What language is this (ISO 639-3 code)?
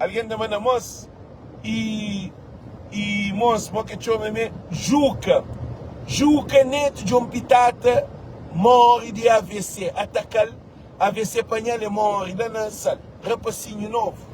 kea